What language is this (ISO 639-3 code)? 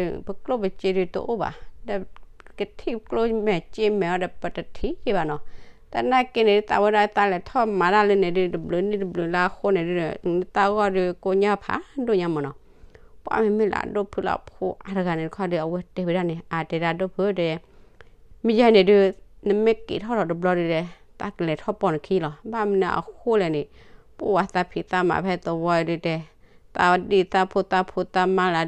ksw